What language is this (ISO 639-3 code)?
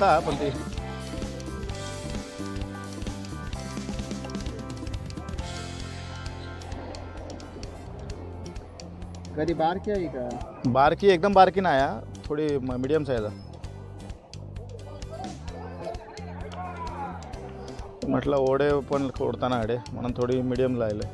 mar